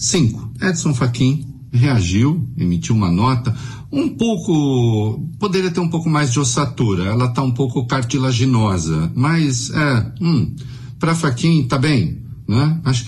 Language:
Portuguese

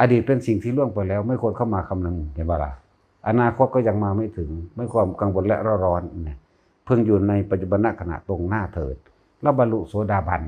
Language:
Northeastern Thai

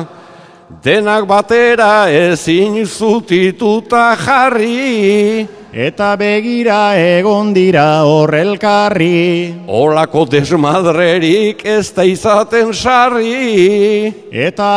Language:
Basque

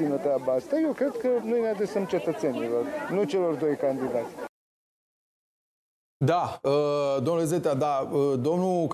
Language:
Romanian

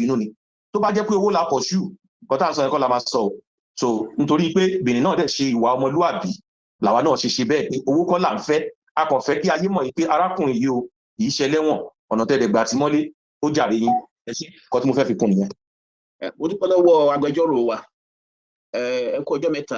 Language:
Yoruba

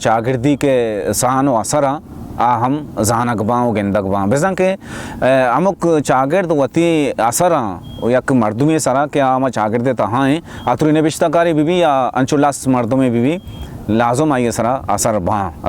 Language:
Baluchi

